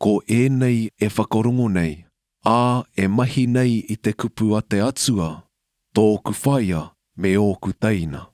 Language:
Māori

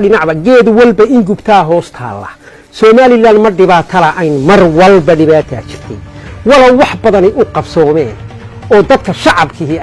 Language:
Somali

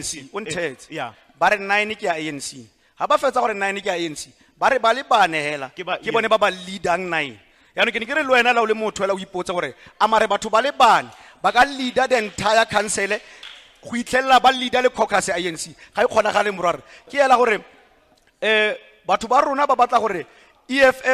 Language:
Tswana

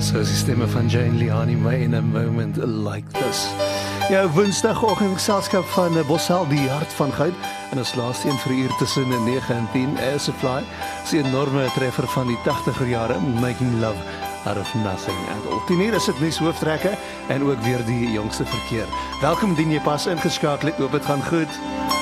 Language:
Afrikaans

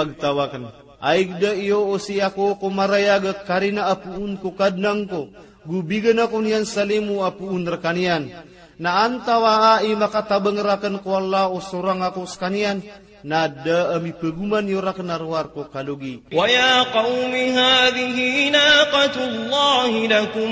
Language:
Maranao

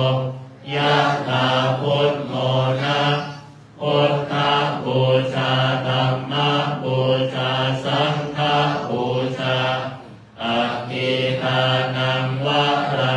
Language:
Pali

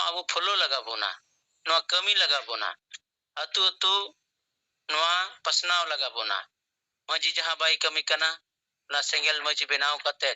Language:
Santali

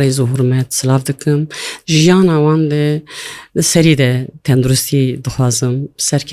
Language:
Kurdish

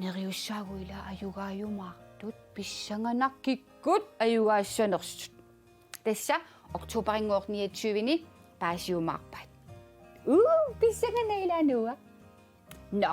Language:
Kalaallisut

